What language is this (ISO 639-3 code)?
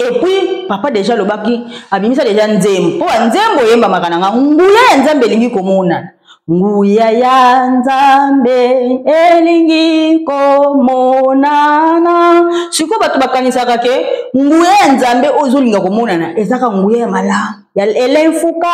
lin